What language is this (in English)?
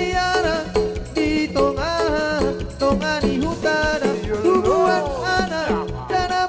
Batak Toba